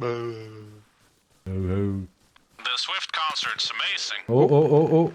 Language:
Swiss German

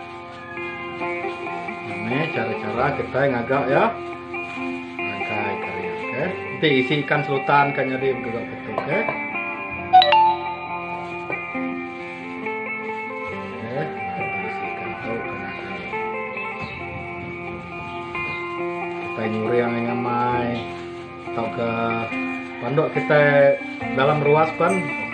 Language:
Malay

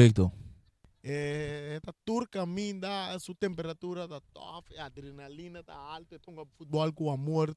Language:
Papiamento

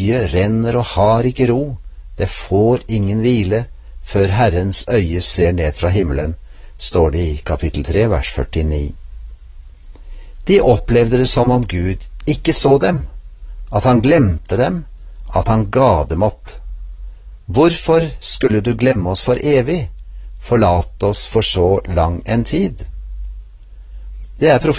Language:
Norwegian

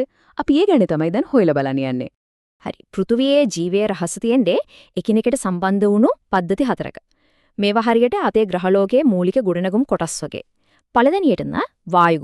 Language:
Sinhala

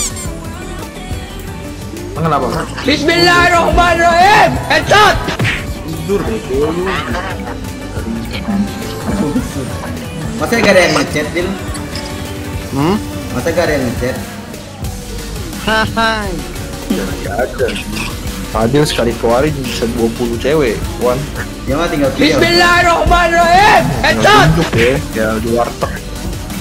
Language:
Indonesian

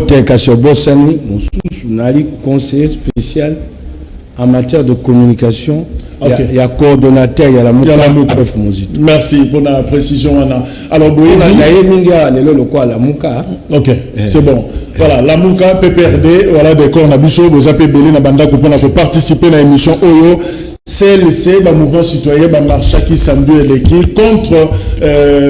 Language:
Lingala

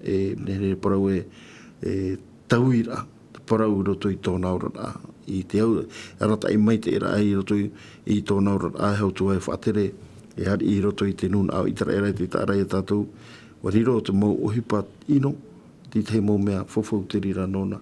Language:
Tahitian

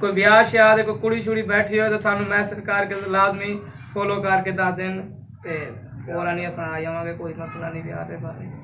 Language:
Saraiki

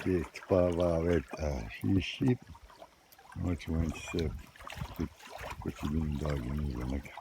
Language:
Chippewa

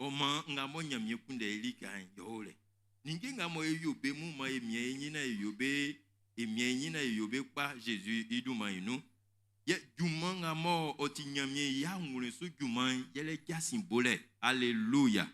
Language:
Baoulé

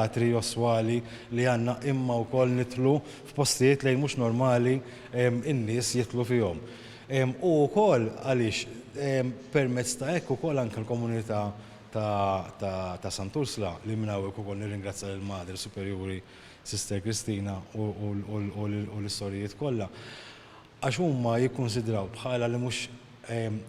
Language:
Maltese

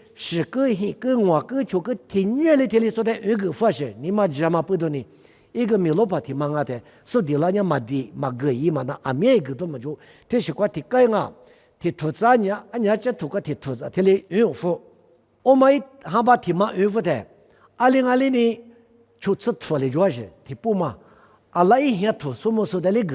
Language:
Lisu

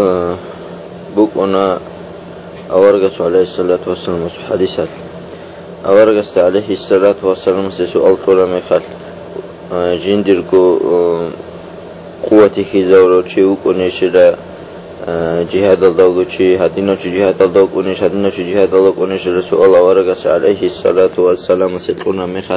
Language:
Avaric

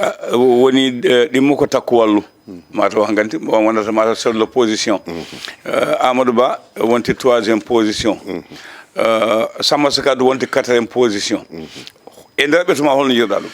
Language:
Fula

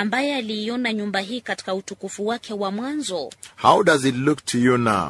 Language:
Swahili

